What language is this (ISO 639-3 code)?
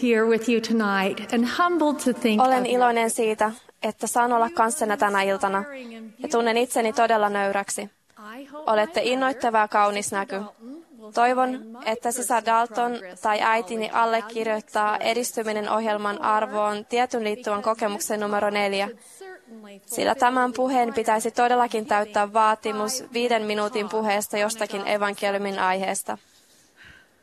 fin